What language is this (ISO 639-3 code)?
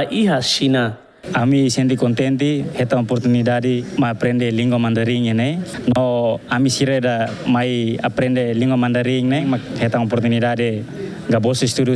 tet